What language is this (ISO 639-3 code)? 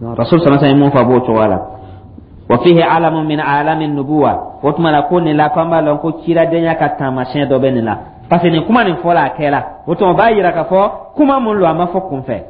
dyu